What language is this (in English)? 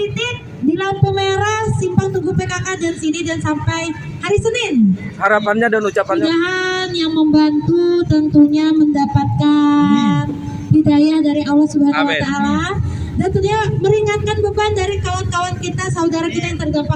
Banjar